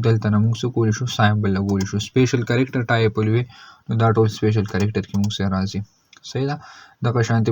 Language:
Pashto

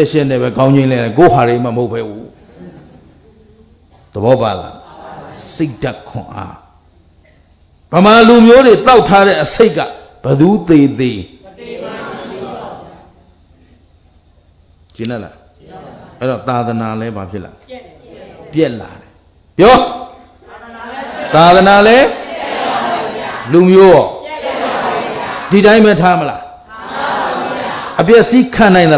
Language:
Burmese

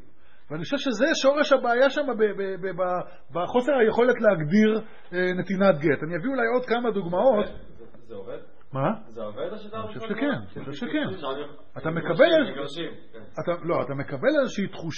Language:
Hebrew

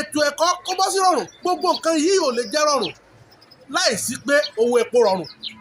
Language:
Yoruba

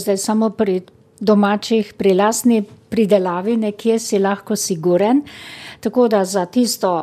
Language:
Slovenian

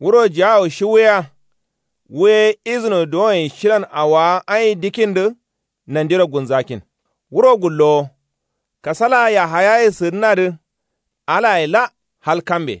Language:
Kanuri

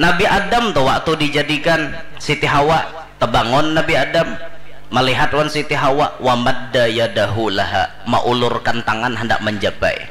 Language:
Banjar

